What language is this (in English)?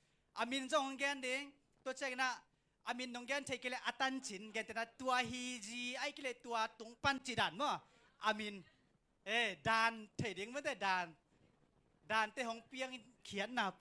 Tedim Chin